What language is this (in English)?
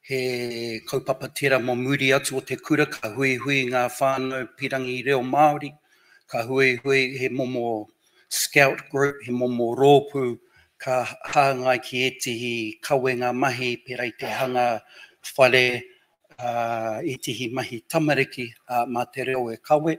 Māori